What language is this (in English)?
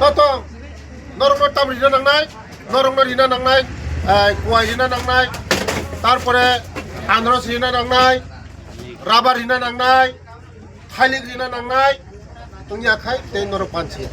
Kok Borok